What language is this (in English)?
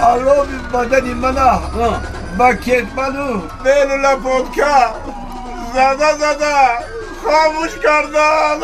Tajik